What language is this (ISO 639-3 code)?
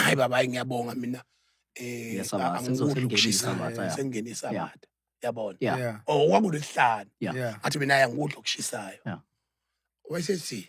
zul